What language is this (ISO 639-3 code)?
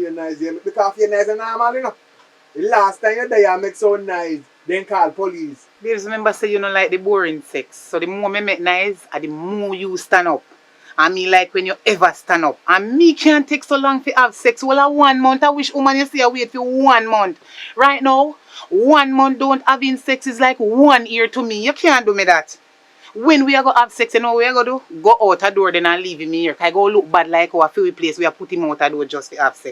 jam